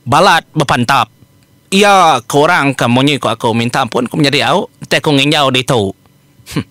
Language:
Iban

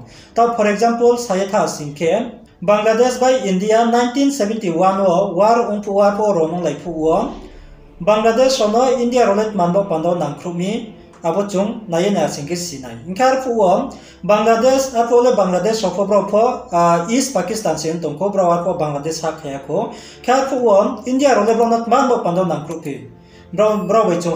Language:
Riang (India)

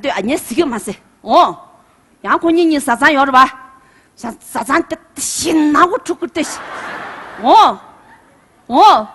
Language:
Tibetan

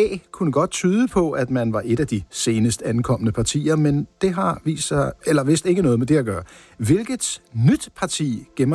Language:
Danish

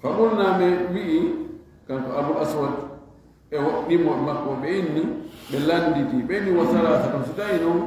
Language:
Fula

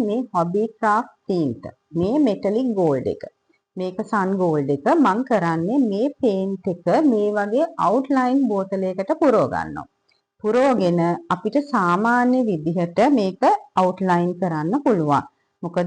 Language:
Sinhala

